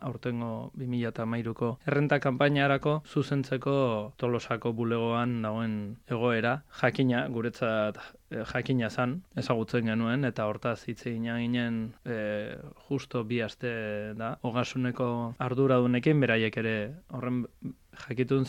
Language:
Basque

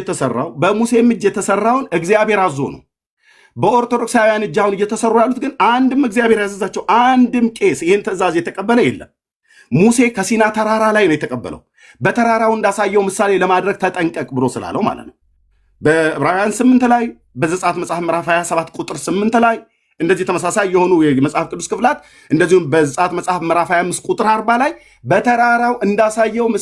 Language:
Amharic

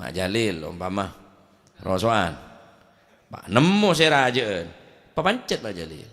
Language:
Madurese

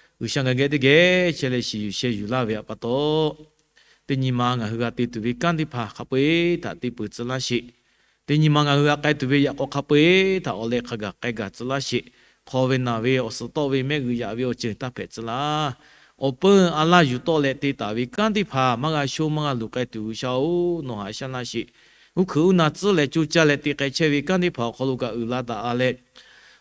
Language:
Lahu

